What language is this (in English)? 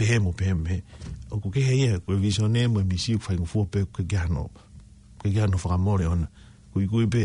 Tongan